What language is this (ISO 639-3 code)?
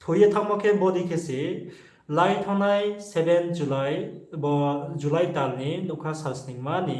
ria